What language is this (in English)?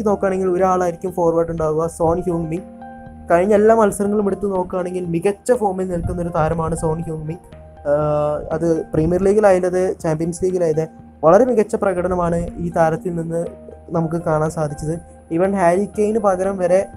Malayalam